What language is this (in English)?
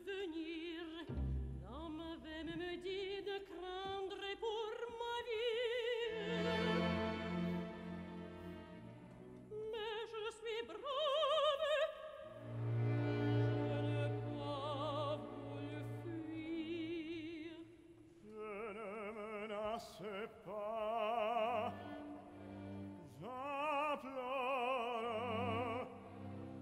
French